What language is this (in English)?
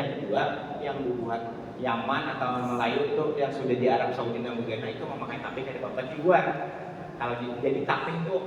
Banjar